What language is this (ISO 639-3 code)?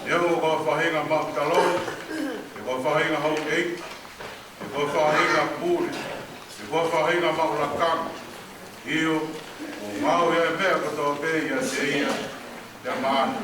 ton